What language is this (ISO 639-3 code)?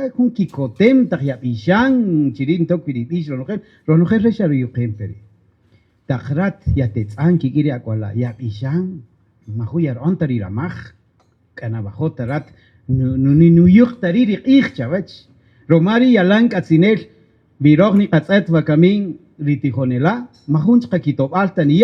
cak